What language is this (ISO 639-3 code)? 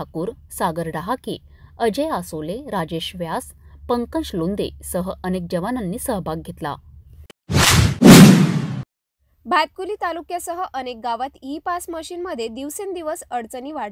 mar